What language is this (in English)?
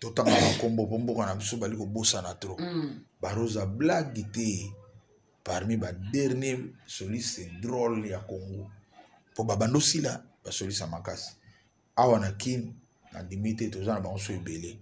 Lingala